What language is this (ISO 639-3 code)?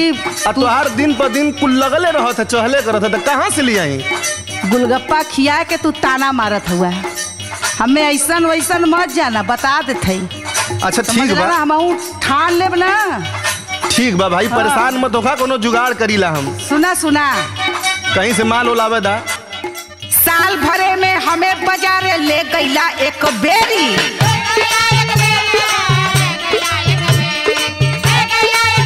bho